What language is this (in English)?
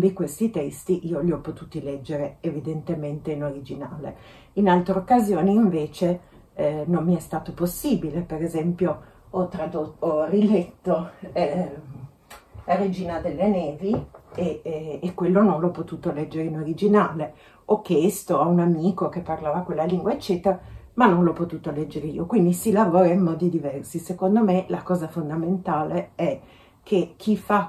Italian